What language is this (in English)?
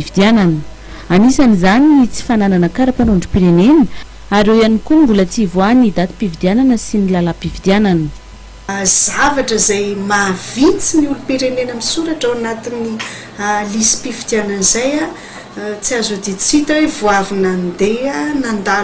Malagasy